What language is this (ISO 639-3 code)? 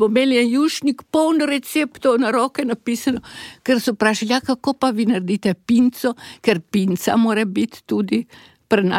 slv